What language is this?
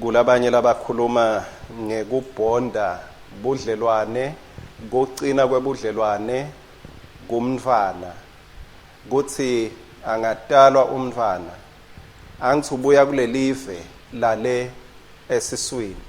Swati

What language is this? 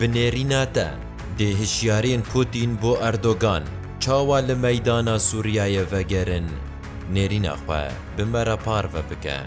Kurdish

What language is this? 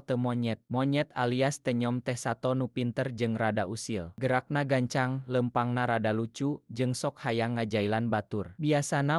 Sundanese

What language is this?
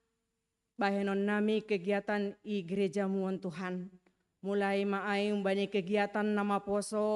Batak Simalungun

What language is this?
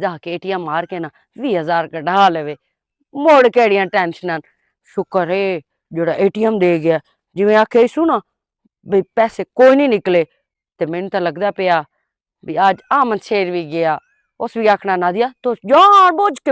Western Panjabi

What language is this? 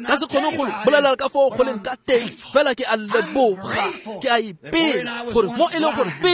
Tswana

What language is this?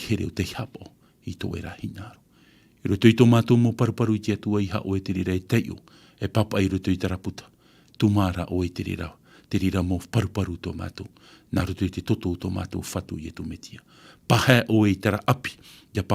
Tahitian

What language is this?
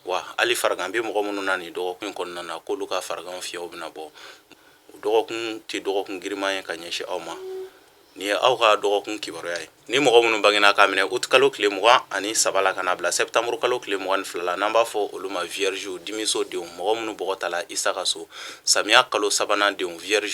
Bambara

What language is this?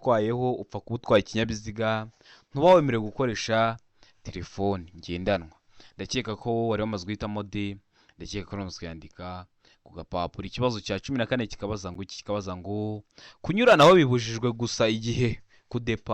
Kinyarwanda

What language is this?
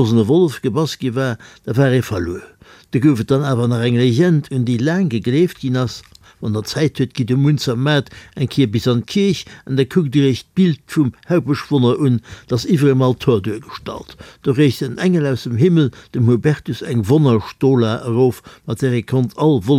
Luxembourgish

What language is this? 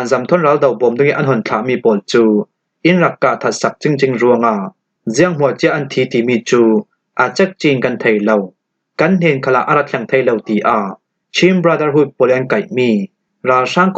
Falam Chin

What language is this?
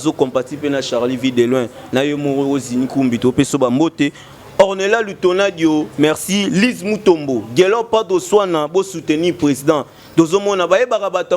Lingala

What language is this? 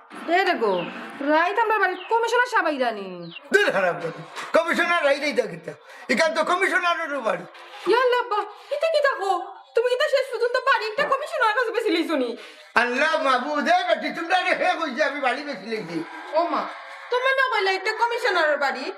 Sylheti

